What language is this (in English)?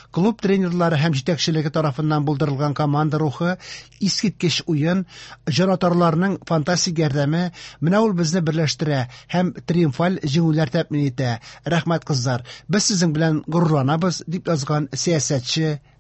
Tatar